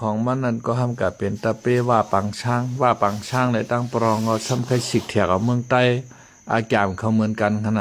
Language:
Shan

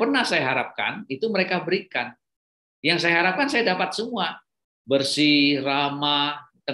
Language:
Indonesian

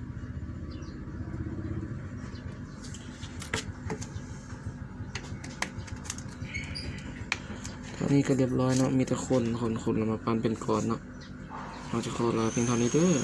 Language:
Lao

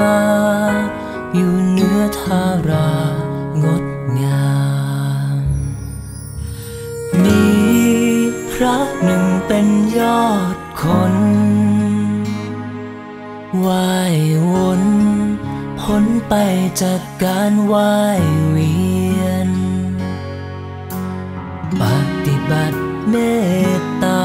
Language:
Thai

